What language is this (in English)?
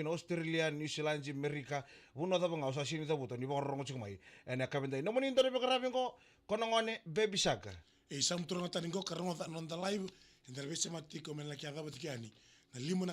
Fijian